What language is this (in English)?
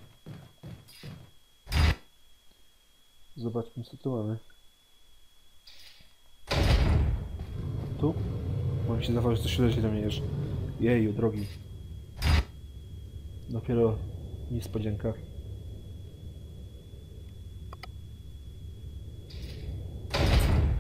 Polish